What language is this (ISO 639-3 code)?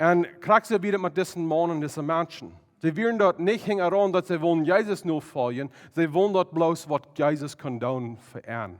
pdt